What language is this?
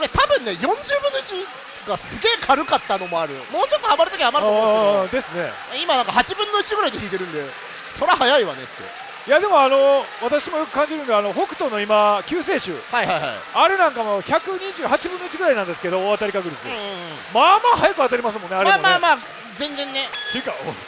Japanese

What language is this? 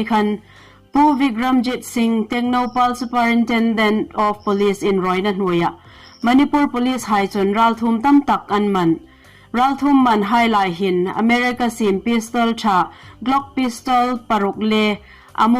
Hmar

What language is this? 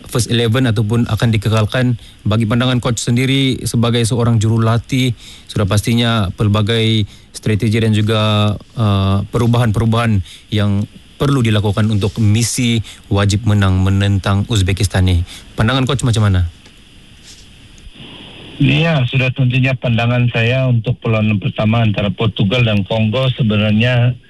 Malay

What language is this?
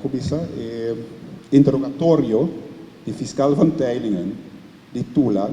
Papiamento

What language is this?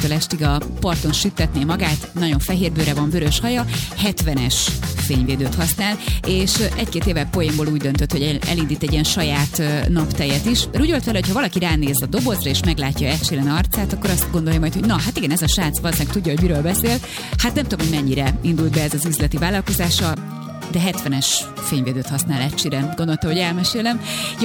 Hungarian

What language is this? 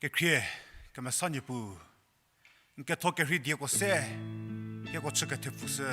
Angami Naga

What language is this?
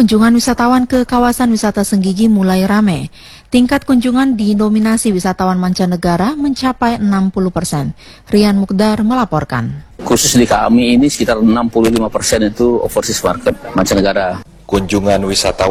Indonesian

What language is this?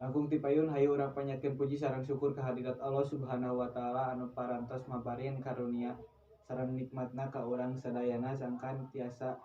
Sundanese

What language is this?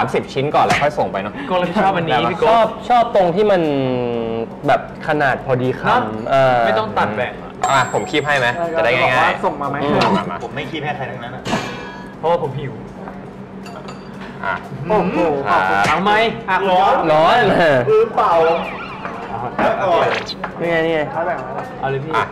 Thai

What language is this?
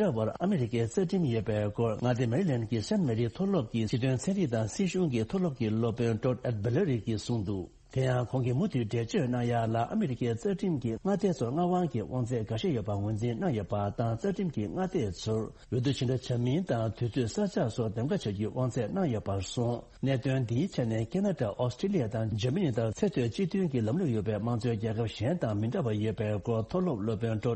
Tibetan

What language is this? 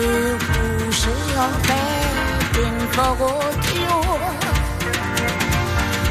Danish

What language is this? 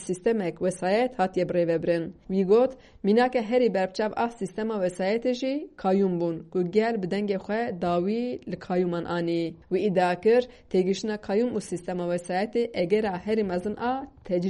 Kurdish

